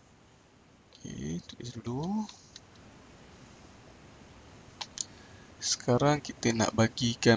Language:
Malay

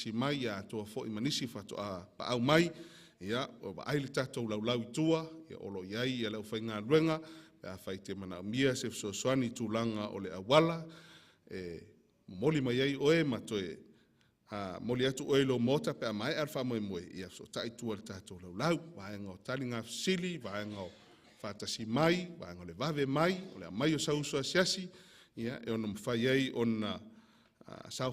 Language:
Samoan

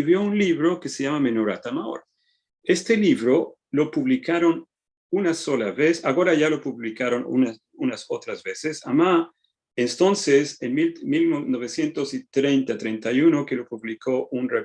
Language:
Ladino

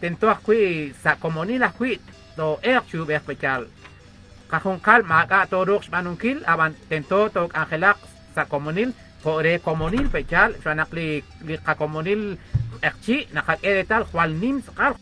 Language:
Kekchí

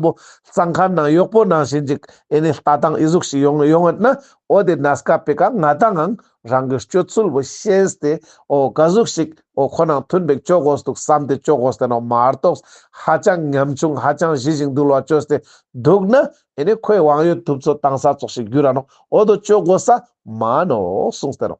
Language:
Ladakhi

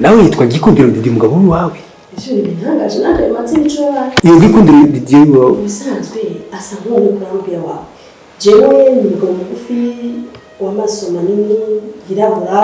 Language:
Rundi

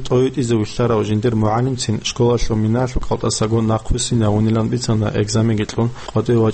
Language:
Avaric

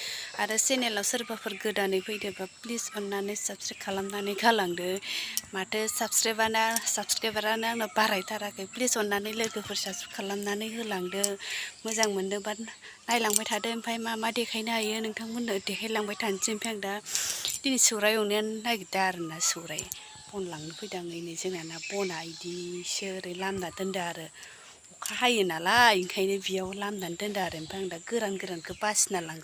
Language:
Bodo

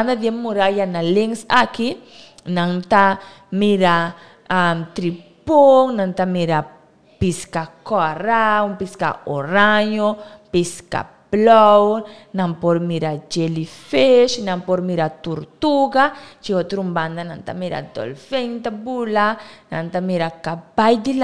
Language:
Papiamento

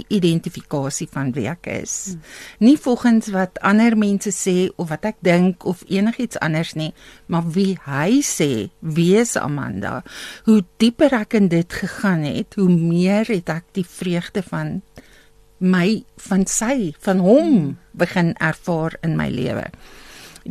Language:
Afrikaans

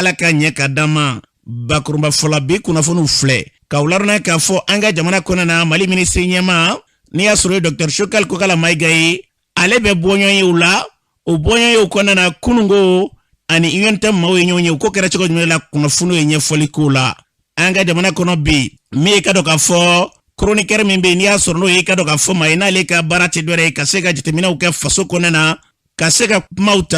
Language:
Bambara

